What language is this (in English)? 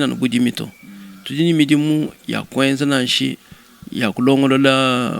Luba-Lulua